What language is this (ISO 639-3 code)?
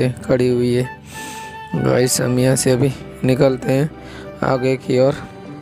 hin